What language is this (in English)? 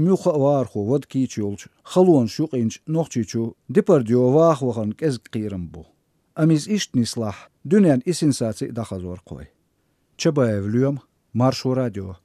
Chechen